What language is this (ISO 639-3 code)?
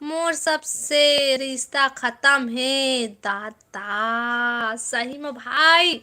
hne